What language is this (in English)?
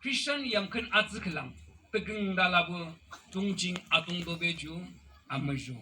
Yimchungru Naga